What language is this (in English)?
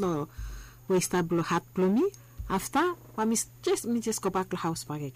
Bislama